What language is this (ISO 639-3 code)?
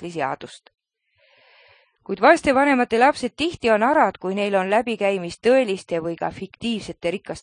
est